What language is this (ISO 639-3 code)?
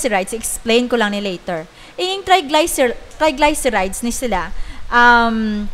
hil